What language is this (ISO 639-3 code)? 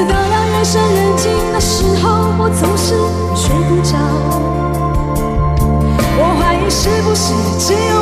zho